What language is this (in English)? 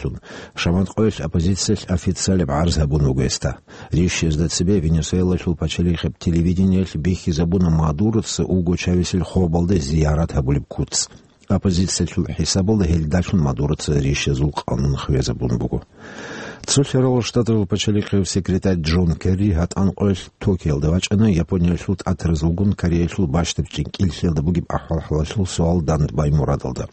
Avaric